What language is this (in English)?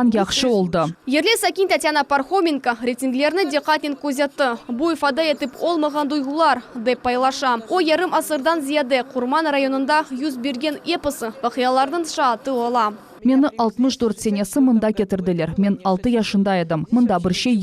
Crimean Tatar